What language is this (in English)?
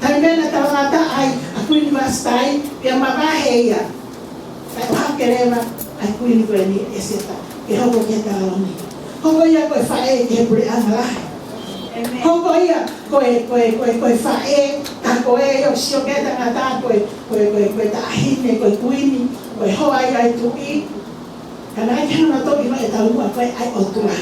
Tongan